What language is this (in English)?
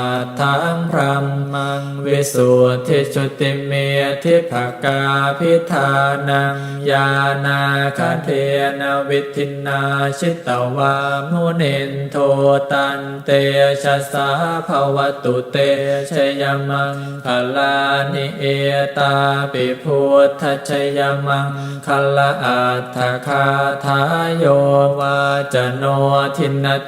Pali